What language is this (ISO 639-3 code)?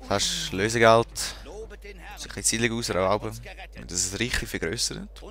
gsw